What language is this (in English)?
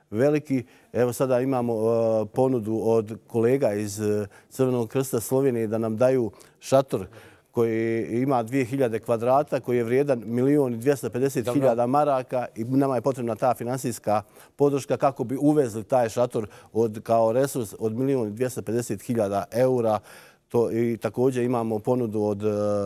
Bosnian